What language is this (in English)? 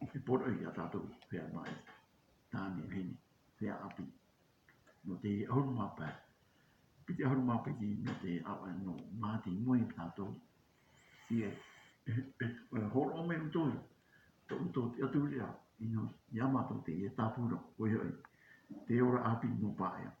Tahitian